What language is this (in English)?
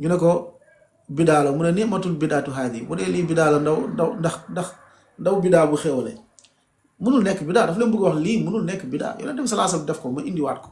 Wolof